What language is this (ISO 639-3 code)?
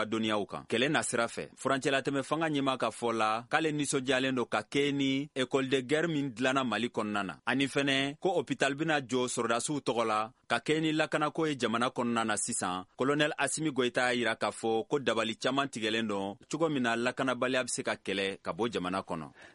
bam